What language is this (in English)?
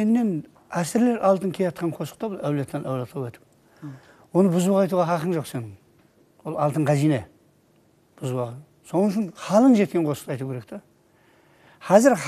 Kara-Kalpak